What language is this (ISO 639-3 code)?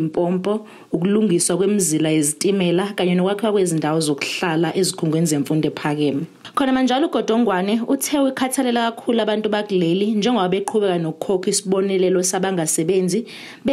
zul